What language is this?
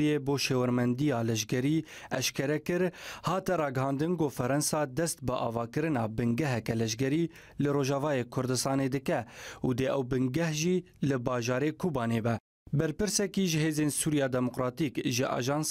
Kurdish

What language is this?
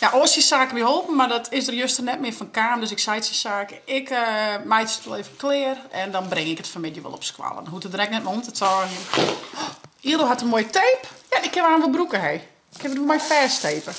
Western Frisian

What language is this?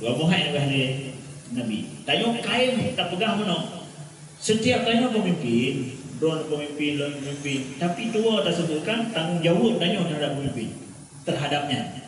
Achinese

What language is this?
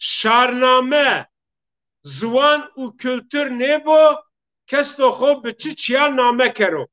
Zaza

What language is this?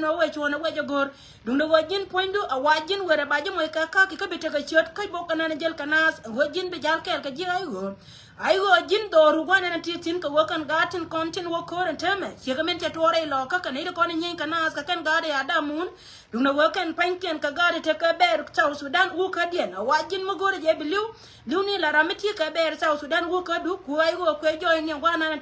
Nuer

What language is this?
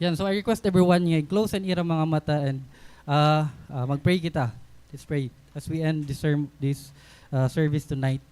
Waray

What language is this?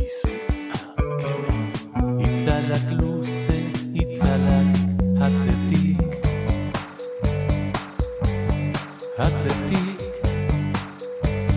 Basque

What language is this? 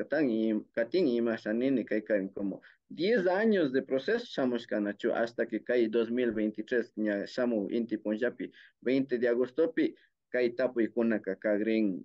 Imbabura Highland Quichua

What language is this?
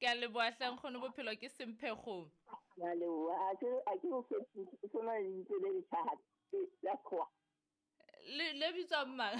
Southern Sotho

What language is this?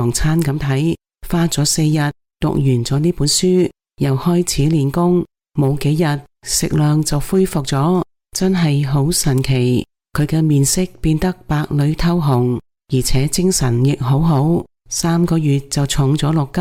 Cantonese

